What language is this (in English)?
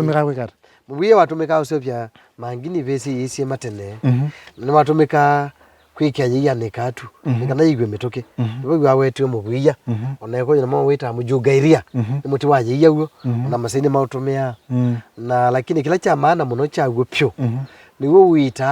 Kamba